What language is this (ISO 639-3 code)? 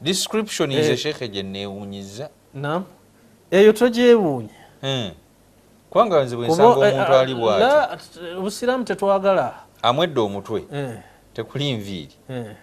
lug